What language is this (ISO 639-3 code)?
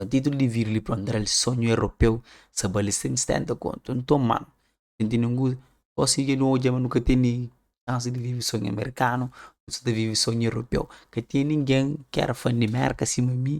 kea